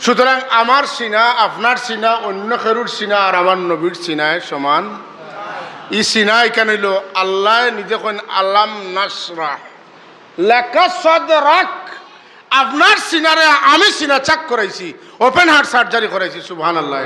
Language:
Sylheti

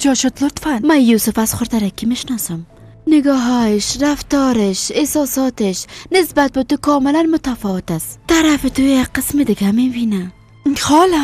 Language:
Persian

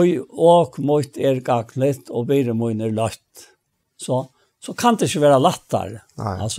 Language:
Faroese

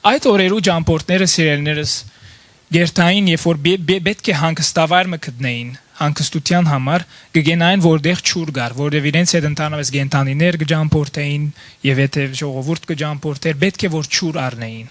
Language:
Western Armenian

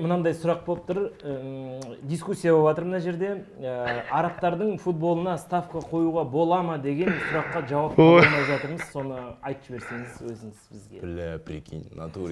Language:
Kazakh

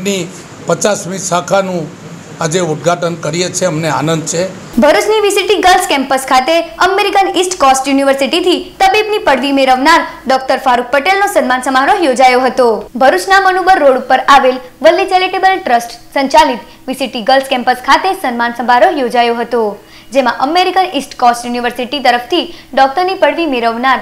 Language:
Gujarati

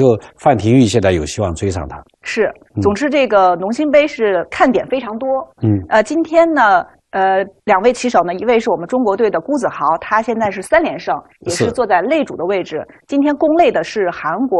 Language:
Chinese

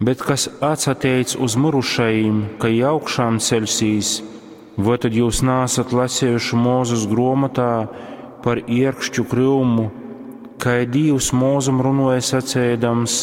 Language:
Latgalian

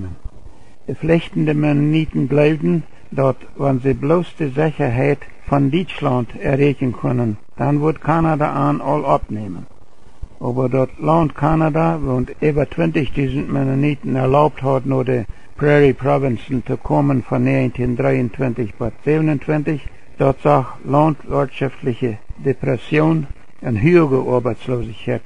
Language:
Plautdietsch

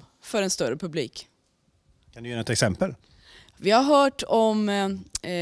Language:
Swedish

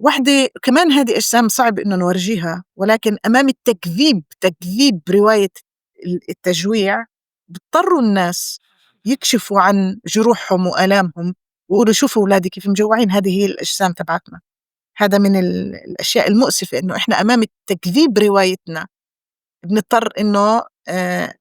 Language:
North Levantine Arabic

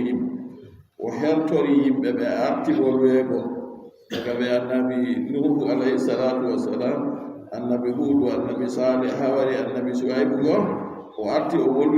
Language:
Adamawa Fulfulde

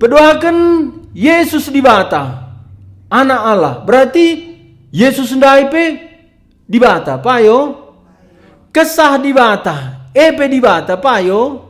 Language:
Batak Karo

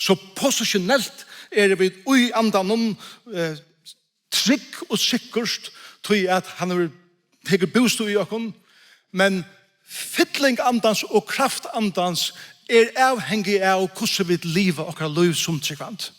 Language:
Faroese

